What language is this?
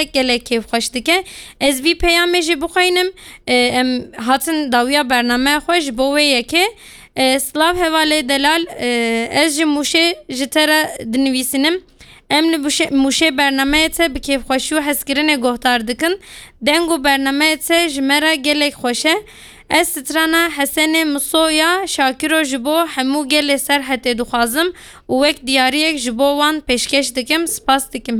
Kurdish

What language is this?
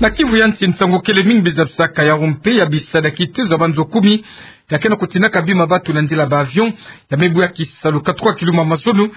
Kituba (Democratic Republic of Congo)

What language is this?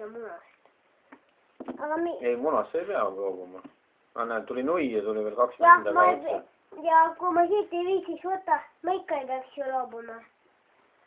Estonian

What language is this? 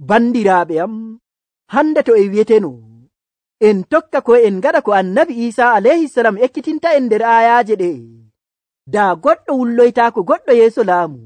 Nigerian Fulfulde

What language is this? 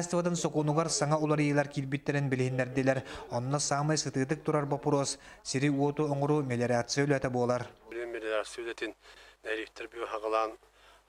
Yakut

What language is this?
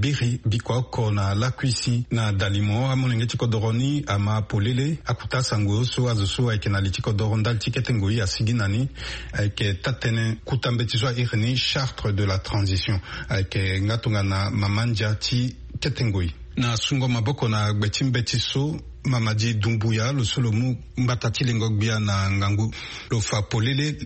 Sango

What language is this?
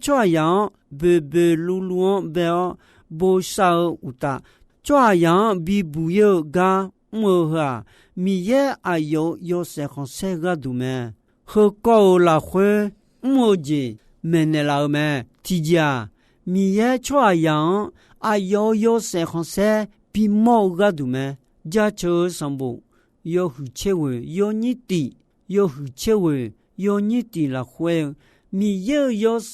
Akha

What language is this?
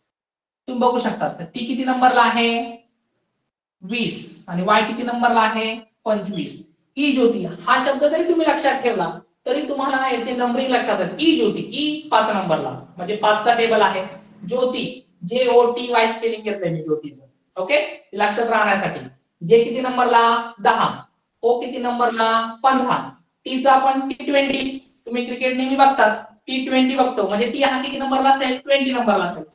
Marathi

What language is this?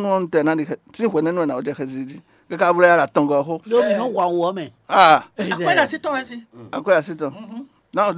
Fon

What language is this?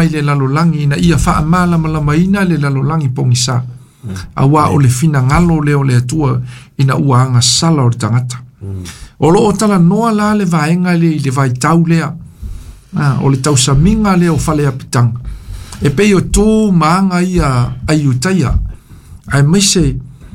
Samoan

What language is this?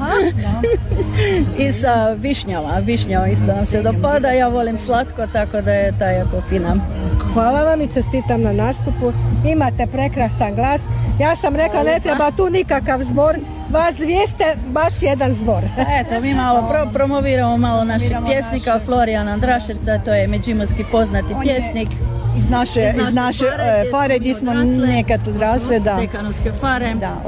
Croatian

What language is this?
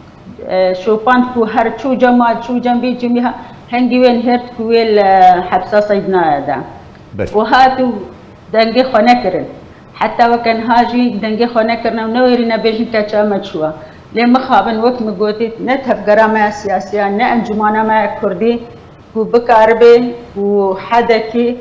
Kurdish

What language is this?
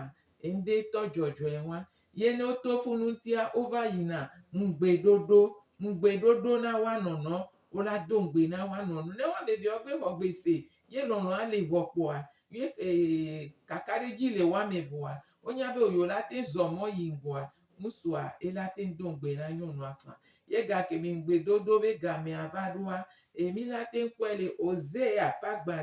Gen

